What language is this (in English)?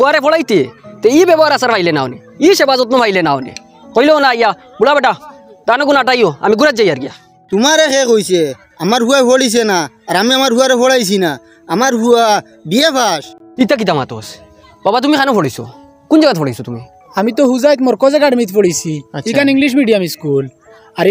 Sylheti